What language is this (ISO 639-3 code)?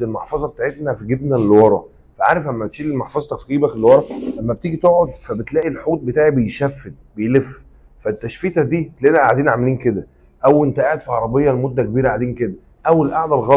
arz